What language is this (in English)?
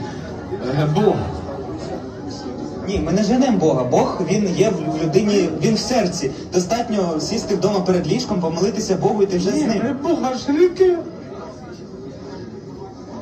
Ukrainian